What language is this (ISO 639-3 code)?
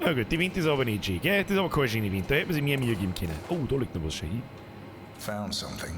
bar